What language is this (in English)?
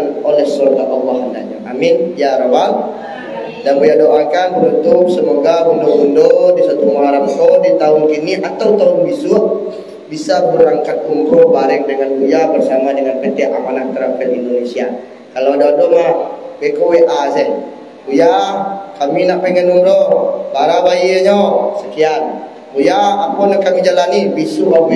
Minangkabau